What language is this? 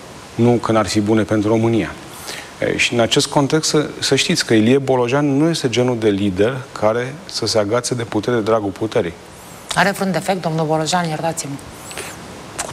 Romanian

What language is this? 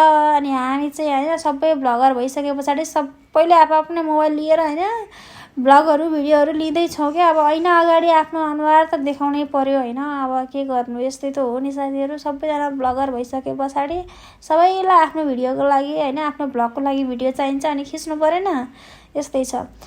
Nepali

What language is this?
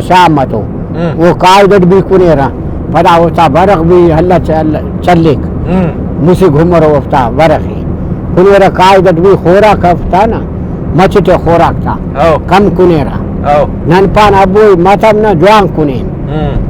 Brahui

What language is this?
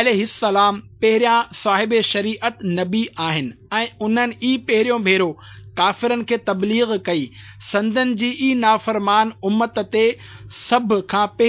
Sindhi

